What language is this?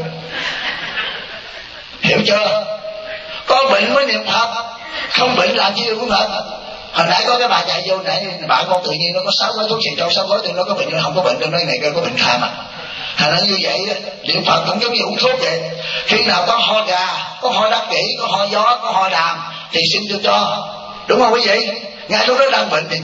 Vietnamese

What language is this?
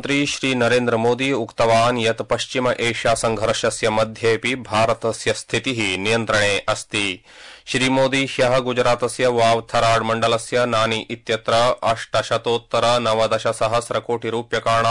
Sanskrit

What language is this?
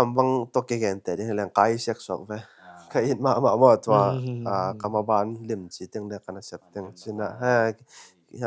Tedim Chin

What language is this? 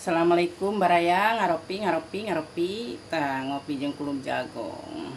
Sundanese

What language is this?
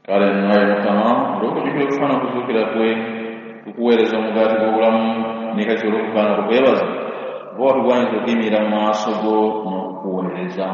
Ganda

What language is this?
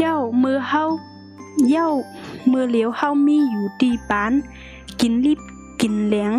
Shan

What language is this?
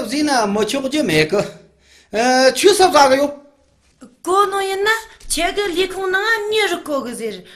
Tibetan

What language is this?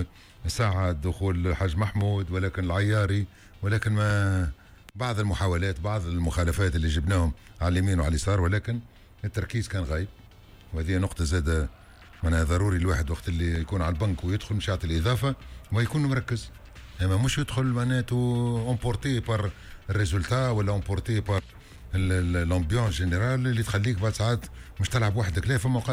Tunisian Arabic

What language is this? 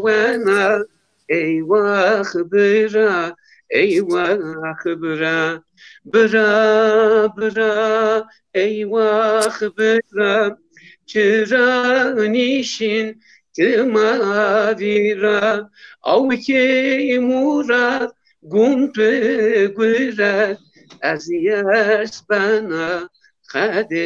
Zaza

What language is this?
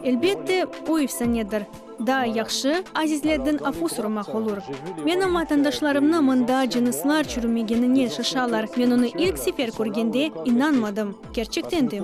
Crimean Tatar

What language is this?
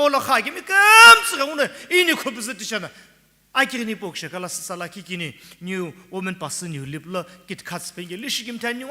Sumi Naga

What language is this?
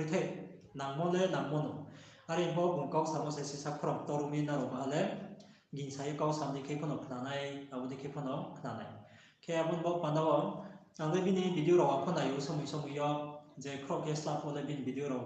Riang (India)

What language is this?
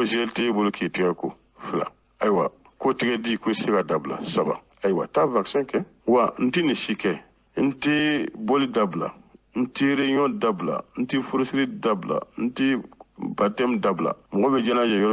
Bambara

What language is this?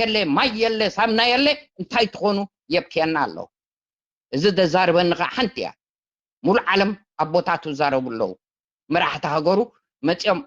Tigrinya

